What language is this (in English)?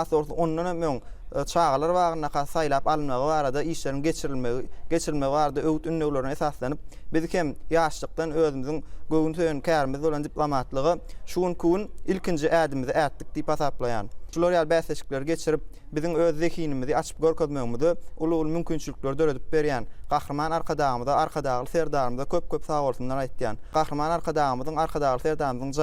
Turkmen